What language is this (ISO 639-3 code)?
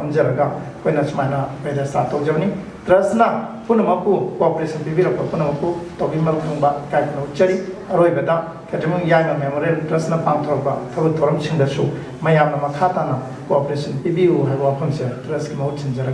mni